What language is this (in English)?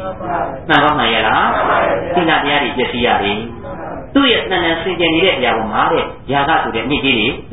Burmese